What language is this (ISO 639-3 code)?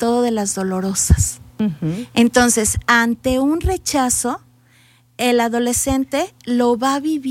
spa